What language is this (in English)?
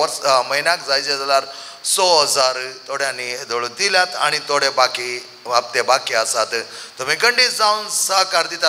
Konkani